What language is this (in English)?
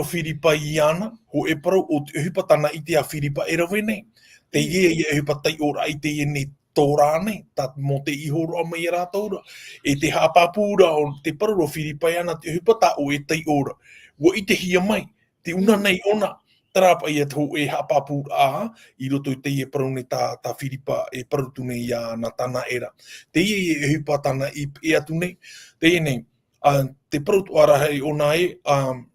Tahitian